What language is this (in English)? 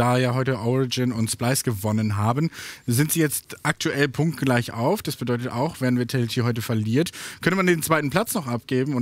German